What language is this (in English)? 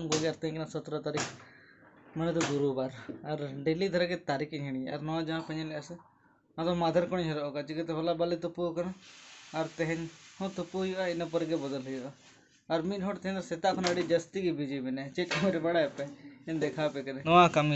Santali